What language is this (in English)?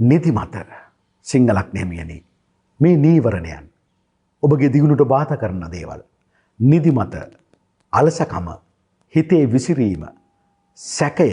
Sinhala